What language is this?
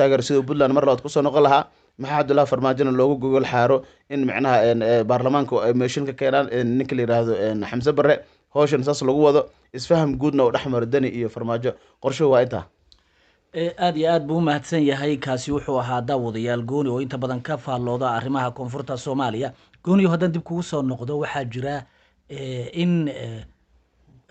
Somali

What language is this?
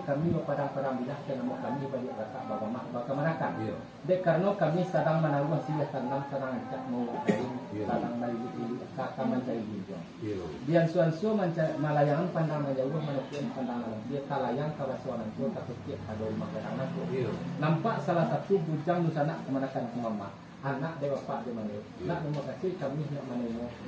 Minangkabau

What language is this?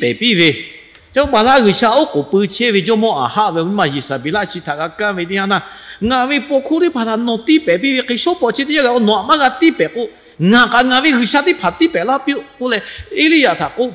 Lahu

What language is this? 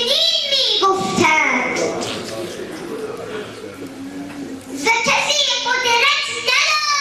Persian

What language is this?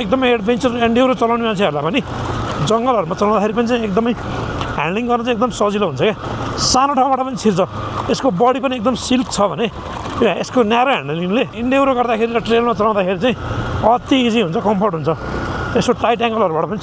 Nepali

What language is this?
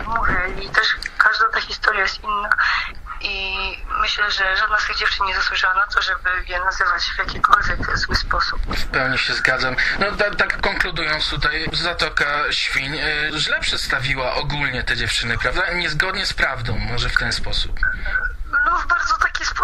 Polish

